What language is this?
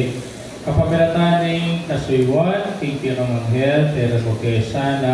Pampanga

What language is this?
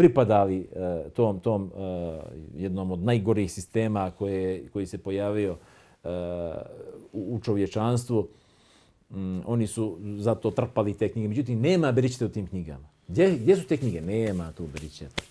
Bosnian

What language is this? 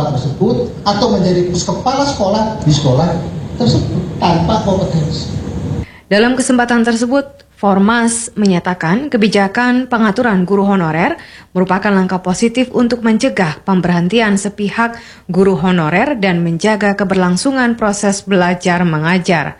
Indonesian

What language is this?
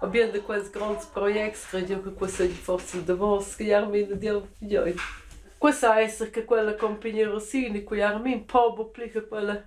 Romansh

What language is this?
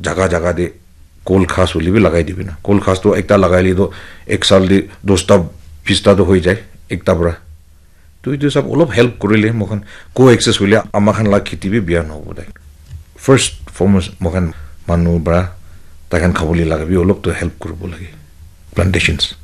Naga Pidgin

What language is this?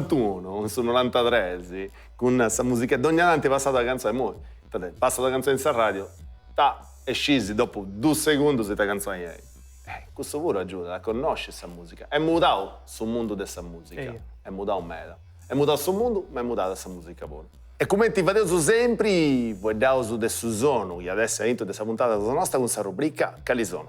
Sardinian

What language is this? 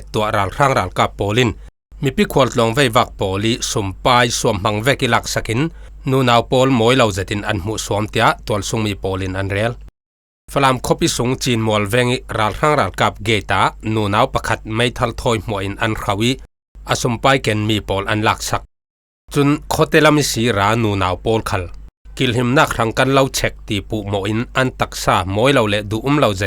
Falam Chin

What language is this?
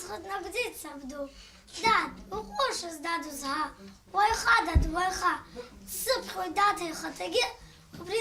Abkhazian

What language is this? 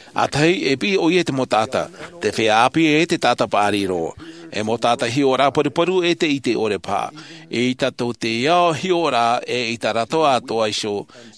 Tahitian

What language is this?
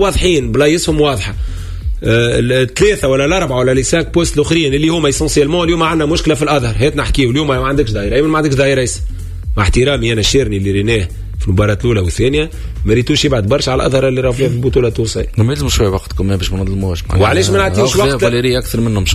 Tunisian Arabic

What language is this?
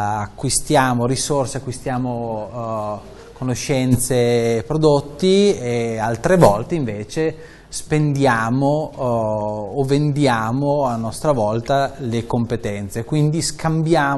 Italian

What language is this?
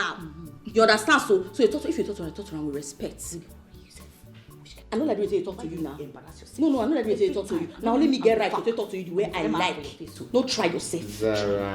Nigerian Pidgin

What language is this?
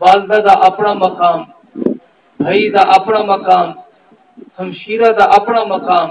Saraiki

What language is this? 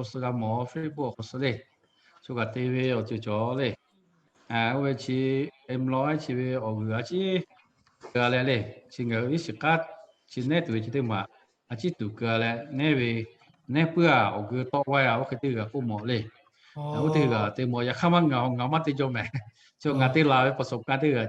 Lahu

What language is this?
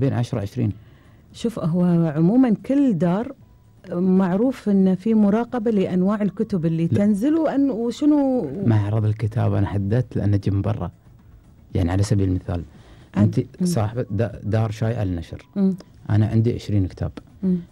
Gulf Arabic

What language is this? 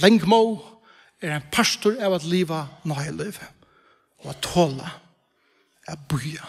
Faroese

